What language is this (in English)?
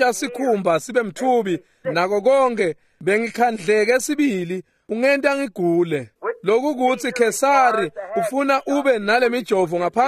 Swati